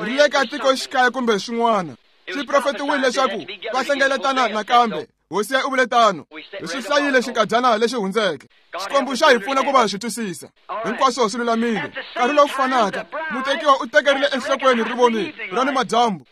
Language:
Tsonga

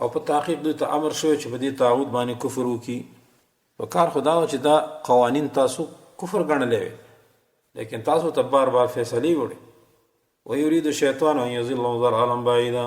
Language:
Pashto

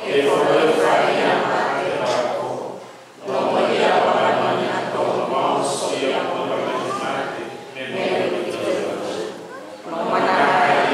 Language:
Nias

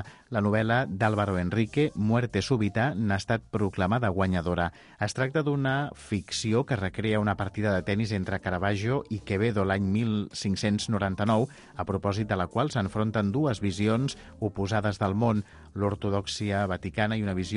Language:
Catalan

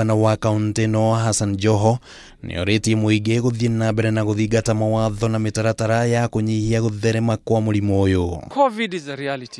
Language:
Kikuyu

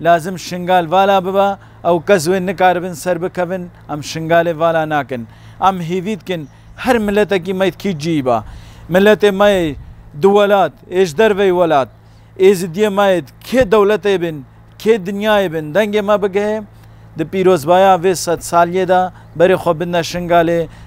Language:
Kurdish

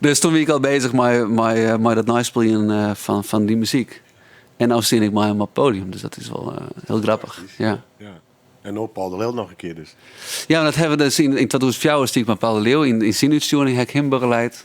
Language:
Western Frisian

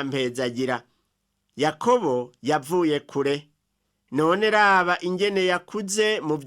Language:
Rundi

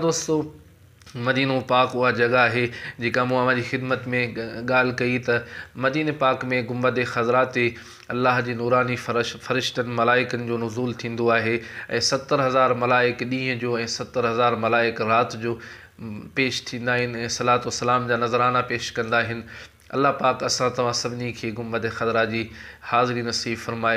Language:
Sindhi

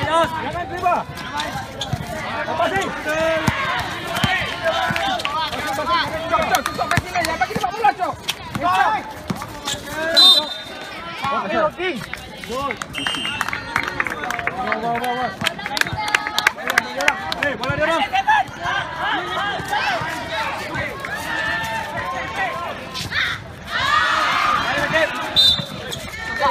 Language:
Malay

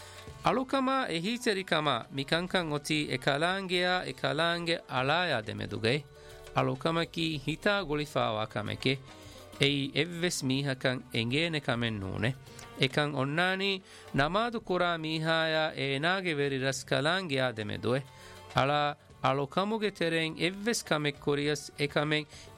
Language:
Divehi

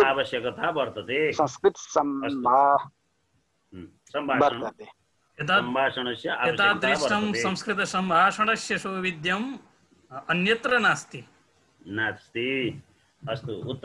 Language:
Sanskrit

